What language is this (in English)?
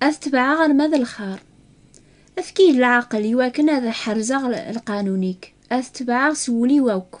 Kabyle